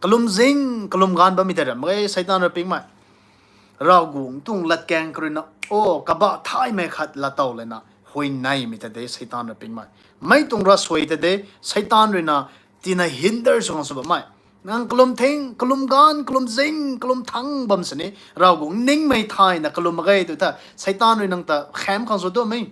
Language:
Rongmei Naga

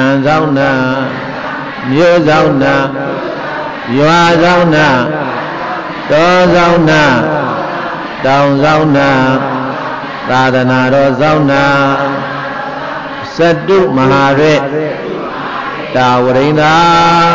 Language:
Burmese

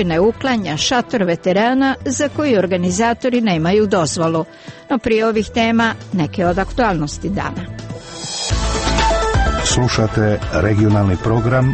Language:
Croatian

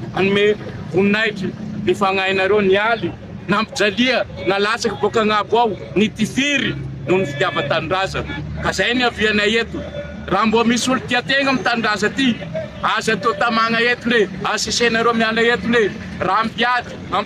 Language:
Malagasy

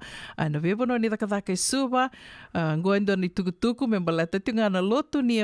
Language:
Fijian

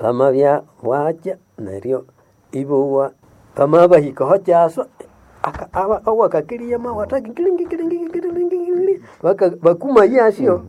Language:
Nande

